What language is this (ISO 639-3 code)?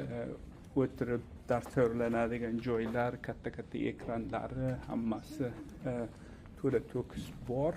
uzb